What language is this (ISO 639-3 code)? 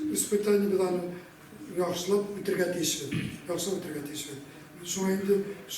bak